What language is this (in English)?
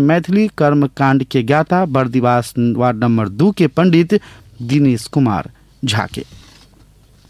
Maithili